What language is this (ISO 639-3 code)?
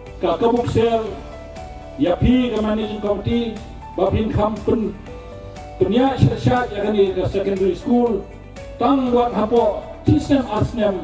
kha